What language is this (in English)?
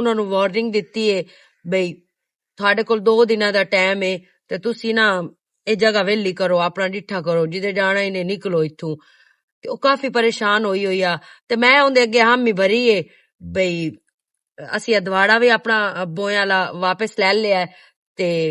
Western Panjabi